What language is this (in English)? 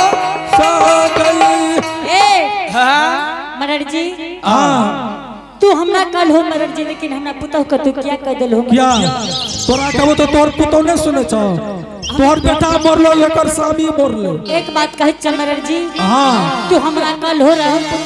Angika